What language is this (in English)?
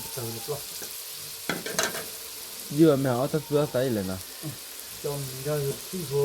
S'gaw Karen